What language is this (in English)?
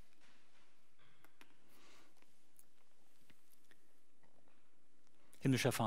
German